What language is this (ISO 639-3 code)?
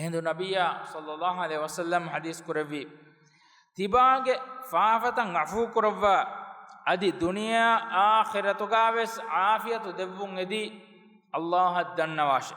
div